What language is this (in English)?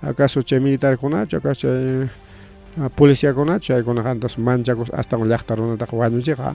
Ayacucho Quechua